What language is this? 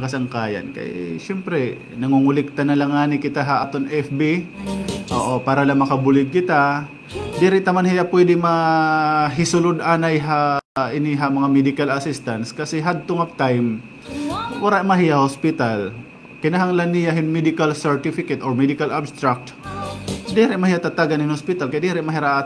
Waray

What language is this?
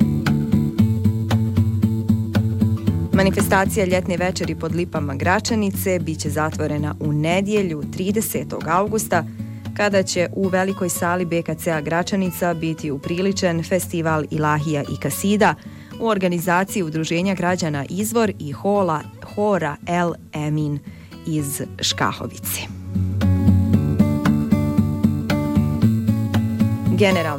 Bosnian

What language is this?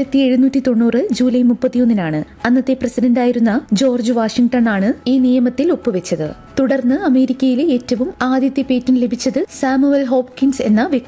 Malayalam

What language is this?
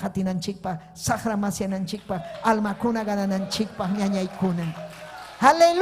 Ayacucho Quechua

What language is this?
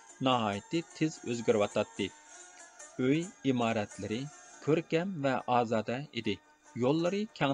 Uyghur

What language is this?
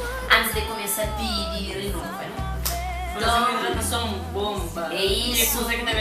Kabuverdianu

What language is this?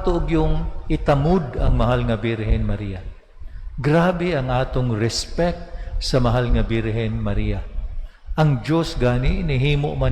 Cebuano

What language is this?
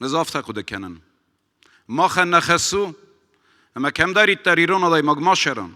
Ossetic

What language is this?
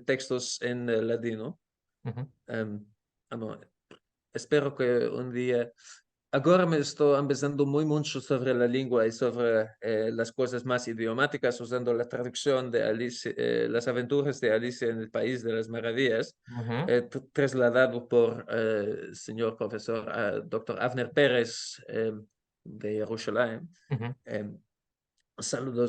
Ladino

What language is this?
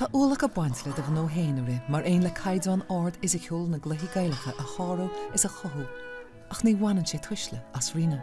Irish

